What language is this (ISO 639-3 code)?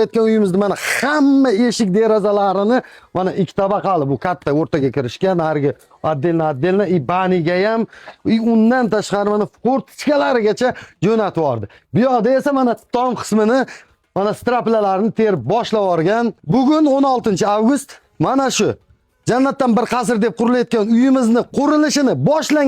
uzb